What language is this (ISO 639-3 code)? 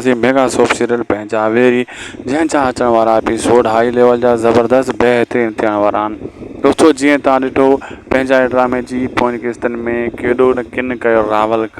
snd